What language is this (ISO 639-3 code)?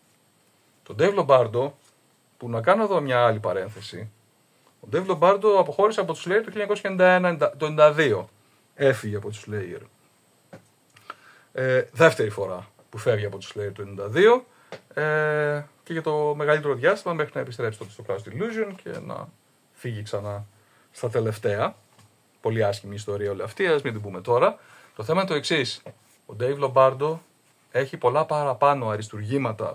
ell